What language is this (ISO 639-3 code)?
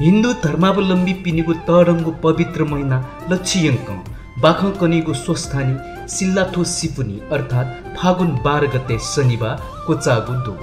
new